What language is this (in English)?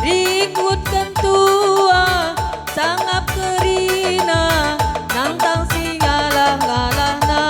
Batak Karo